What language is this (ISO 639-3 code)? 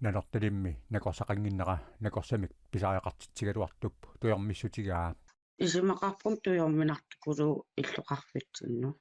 kal